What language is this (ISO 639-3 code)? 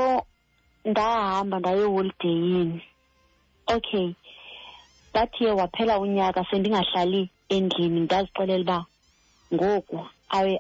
xho